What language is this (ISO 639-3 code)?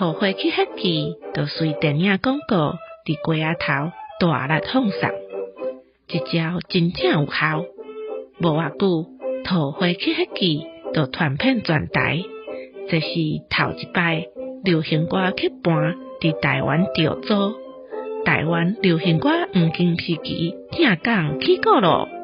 nan